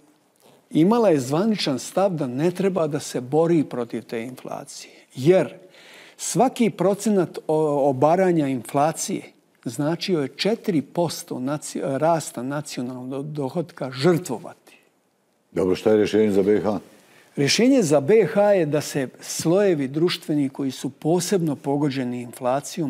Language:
Bosnian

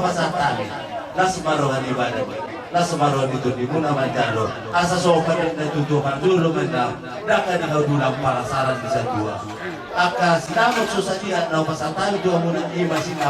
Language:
Batak Toba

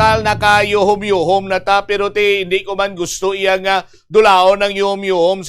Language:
Hiligaynon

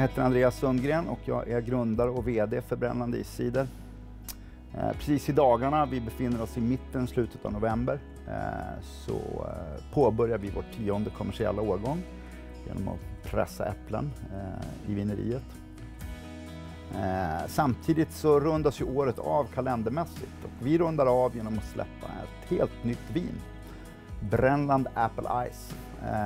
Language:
Swedish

